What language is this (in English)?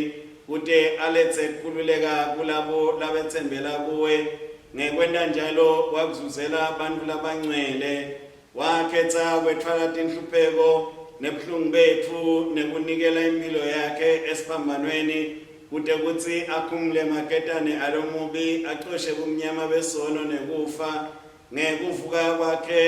Swati